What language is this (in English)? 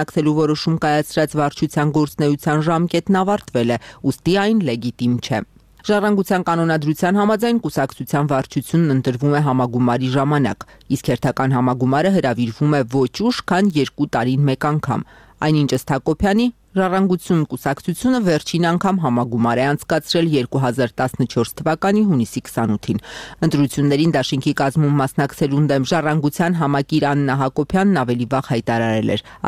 Armenian